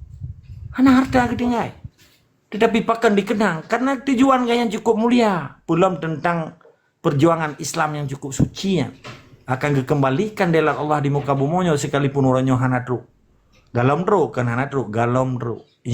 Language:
Achinese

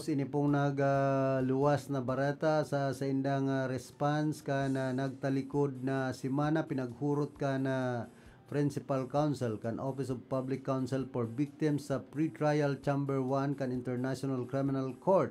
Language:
Bikol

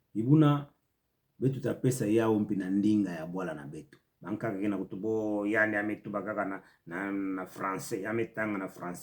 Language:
Kituba (Democratic Republic of Congo)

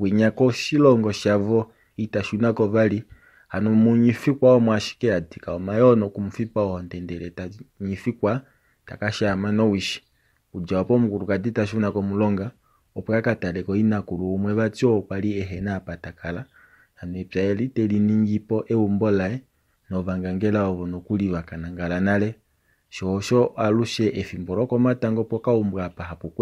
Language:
Kuanyama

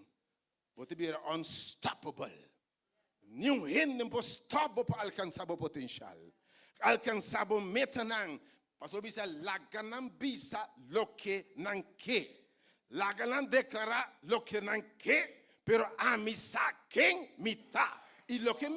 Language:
Papiamento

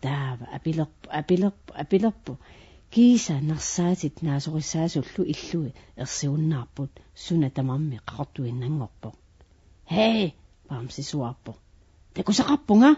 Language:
Kalaallisut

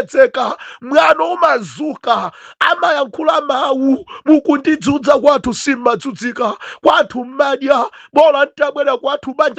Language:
Nyanja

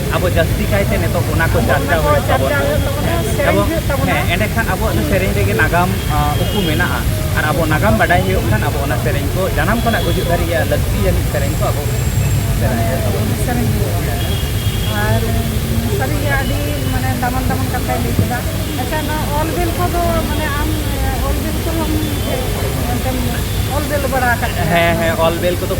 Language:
Santali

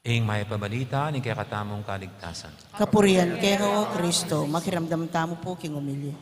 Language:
Pampanga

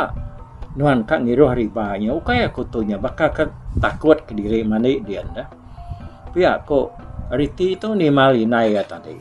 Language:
Iban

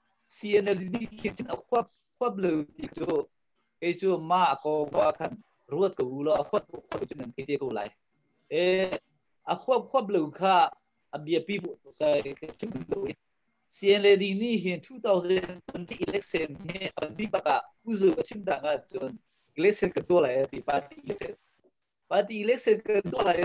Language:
Hakha Chin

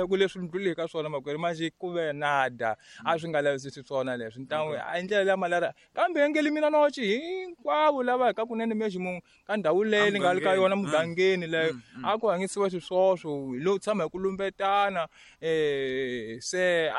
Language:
Tsonga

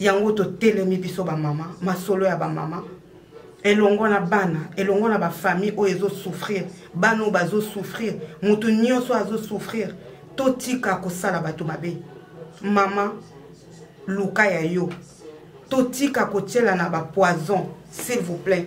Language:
Lingala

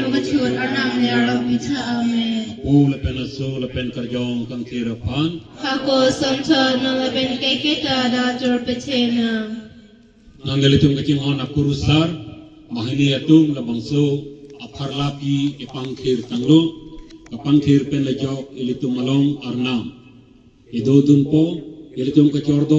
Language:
Karbi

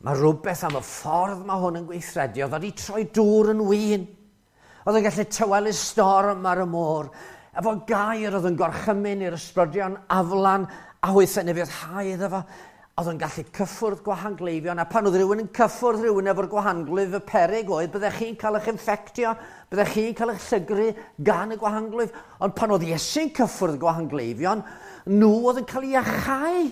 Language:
Welsh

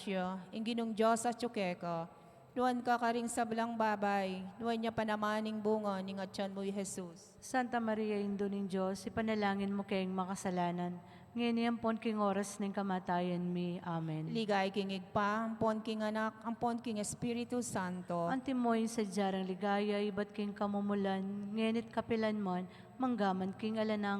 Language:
Pampanga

